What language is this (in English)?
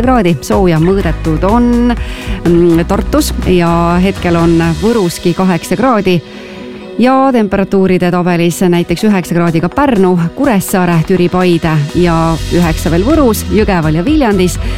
Estonian